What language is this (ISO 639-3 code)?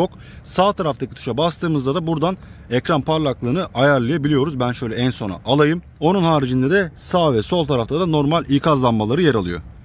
tur